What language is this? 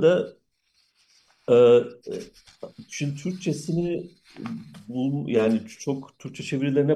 Turkish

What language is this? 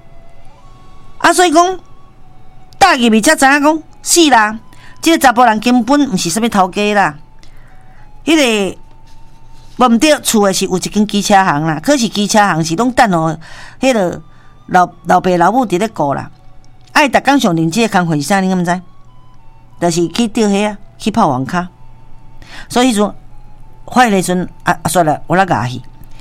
Min Nan Chinese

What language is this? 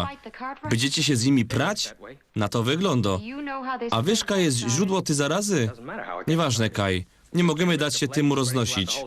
Silesian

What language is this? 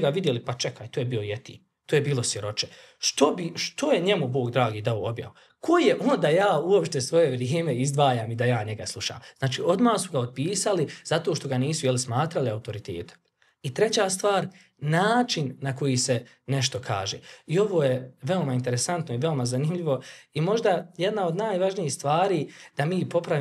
Bosnian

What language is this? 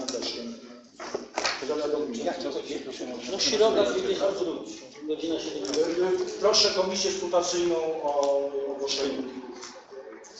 Polish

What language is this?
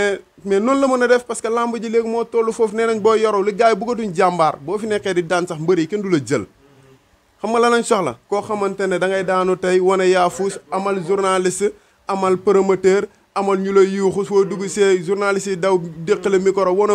Wolof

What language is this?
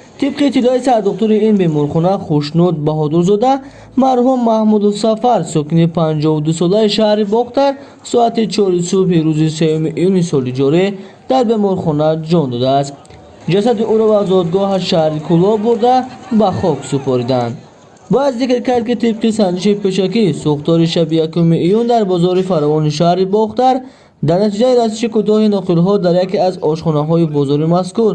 Tajik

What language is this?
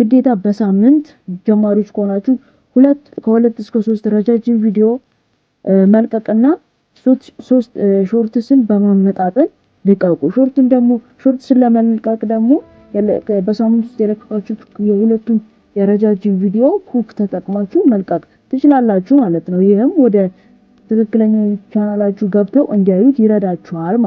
Amharic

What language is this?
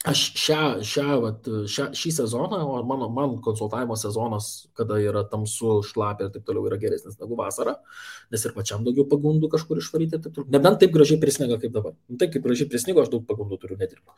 Lithuanian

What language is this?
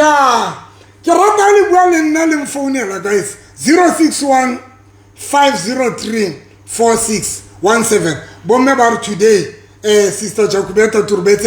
Southern Sotho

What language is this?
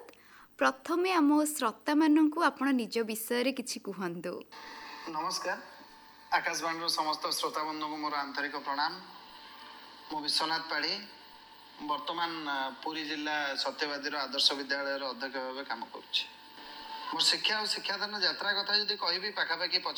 Odia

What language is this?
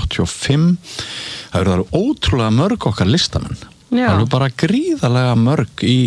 Icelandic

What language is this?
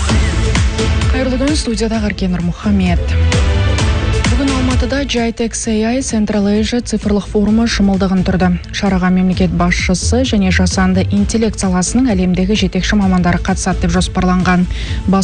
Kazakh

